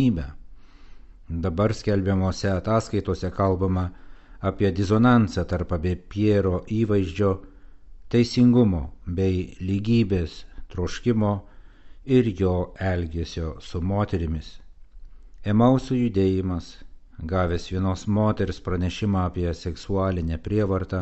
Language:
Lithuanian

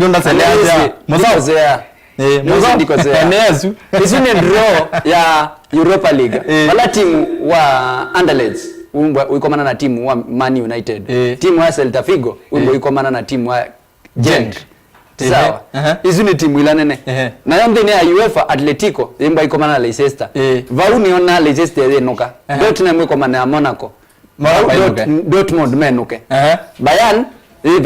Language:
Kamba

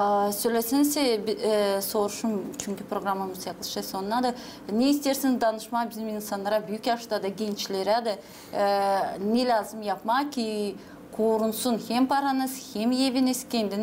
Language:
Gagauz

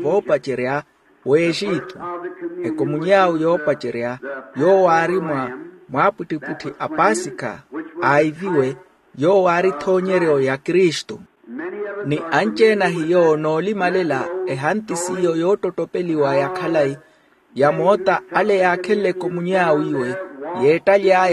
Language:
Makhuwa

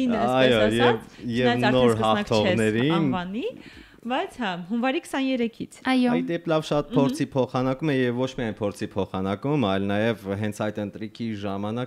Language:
Armenian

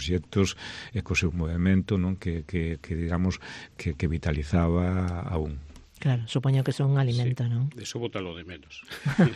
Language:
Galician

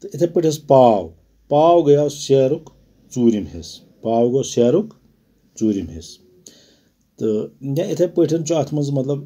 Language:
Kashmiri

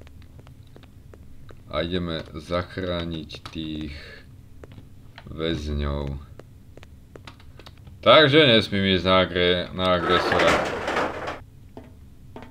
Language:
Slovak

